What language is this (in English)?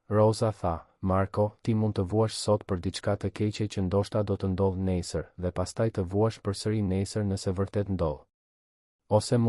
Albanian